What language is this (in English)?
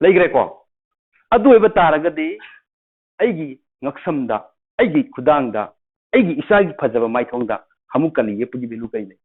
Manipuri